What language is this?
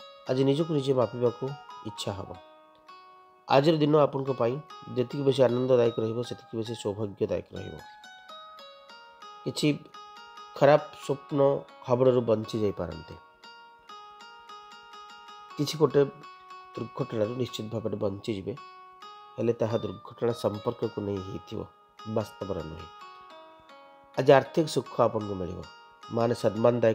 Odia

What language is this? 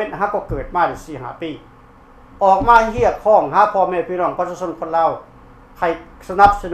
Lao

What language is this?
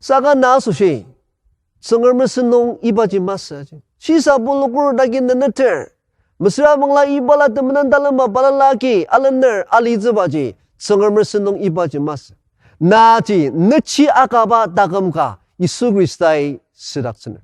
Ao Naga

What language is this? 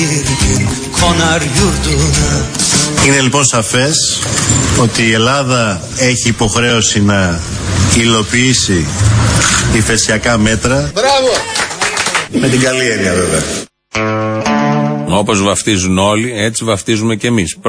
Greek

